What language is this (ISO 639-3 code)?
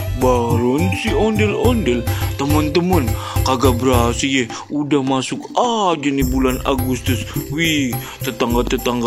bew